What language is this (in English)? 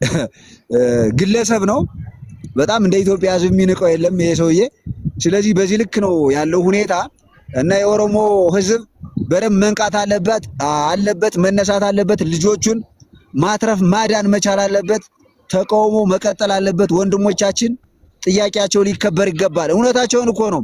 Amharic